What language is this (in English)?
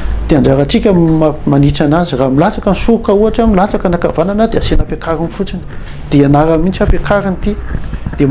Malagasy